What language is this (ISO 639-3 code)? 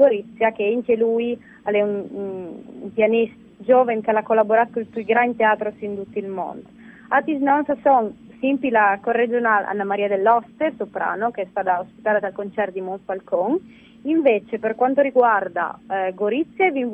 fur